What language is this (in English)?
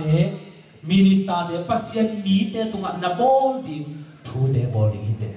Tedim Chin